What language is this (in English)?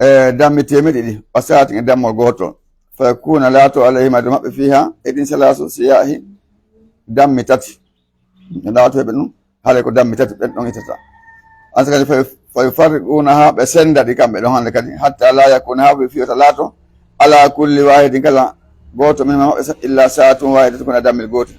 Pular